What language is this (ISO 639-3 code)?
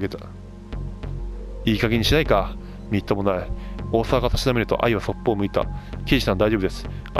jpn